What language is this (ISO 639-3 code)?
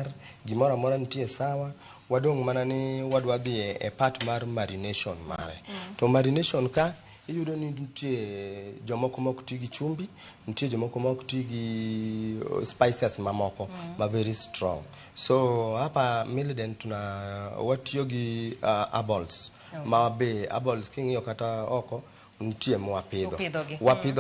luo